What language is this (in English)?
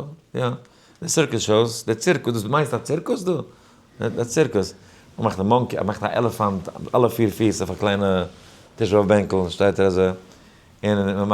Yiddish